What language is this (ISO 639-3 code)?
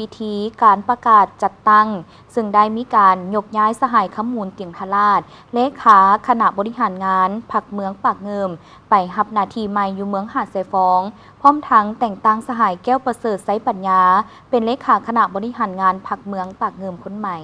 lao